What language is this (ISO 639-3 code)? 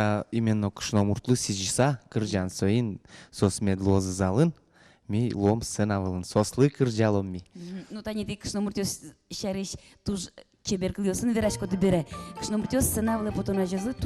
udm